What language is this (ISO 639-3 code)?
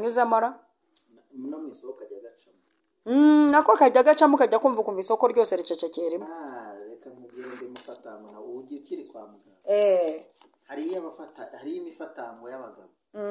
kin